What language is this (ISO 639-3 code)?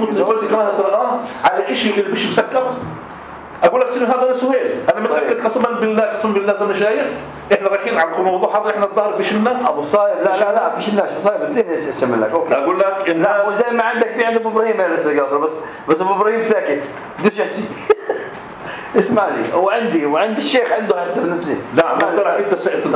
apc